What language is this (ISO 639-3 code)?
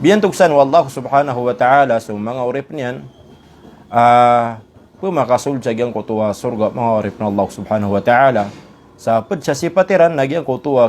mrw